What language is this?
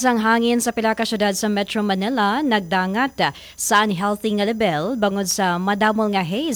Hiligaynon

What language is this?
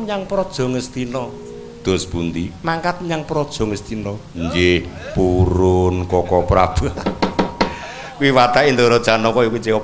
Javanese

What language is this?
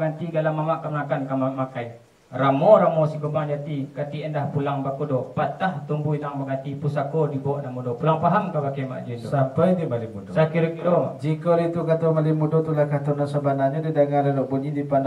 Minangkabau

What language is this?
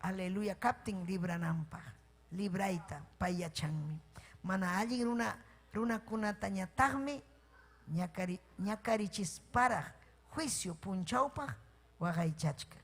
Ayacucho Quechua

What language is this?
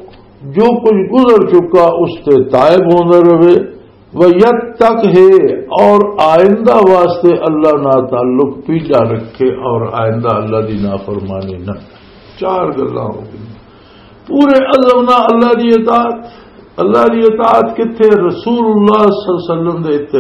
Western Panjabi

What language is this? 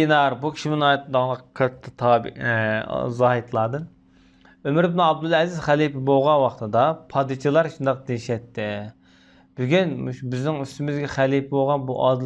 Uyghur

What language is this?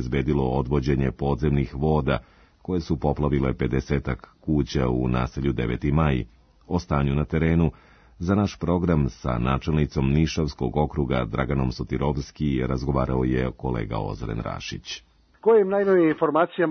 Serbian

